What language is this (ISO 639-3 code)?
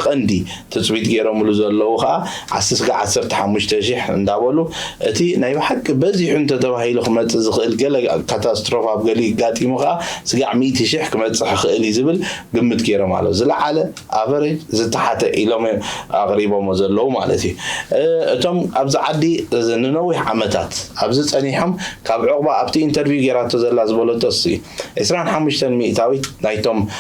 tir